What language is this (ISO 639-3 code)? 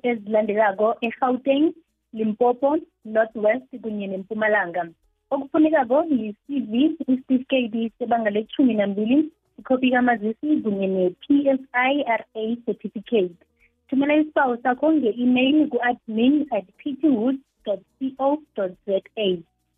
nbl